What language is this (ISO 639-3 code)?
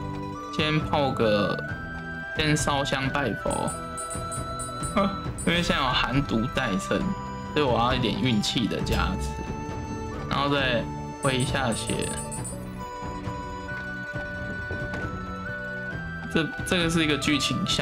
zho